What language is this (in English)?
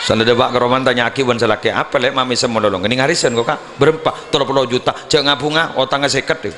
Madurese